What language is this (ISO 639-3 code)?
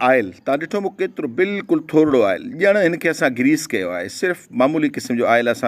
snd